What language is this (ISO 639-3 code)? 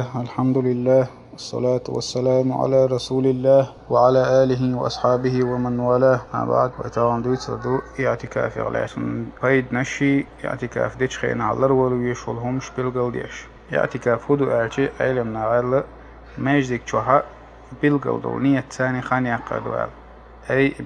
che